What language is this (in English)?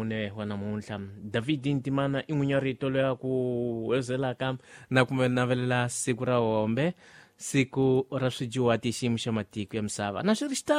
Tsonga